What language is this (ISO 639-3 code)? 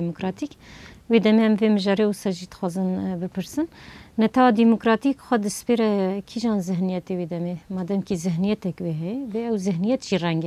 kur